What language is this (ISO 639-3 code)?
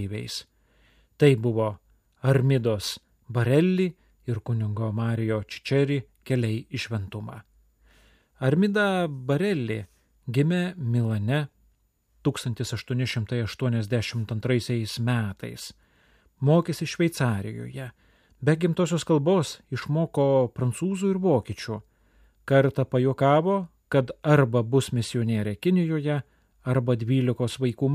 lit